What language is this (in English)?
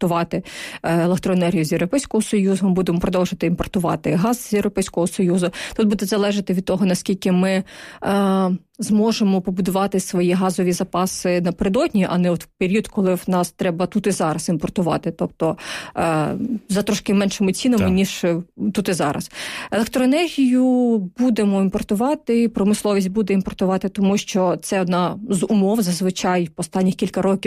Ukrainian